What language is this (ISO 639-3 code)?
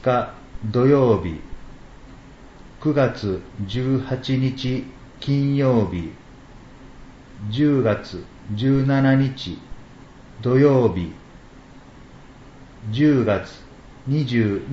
jpn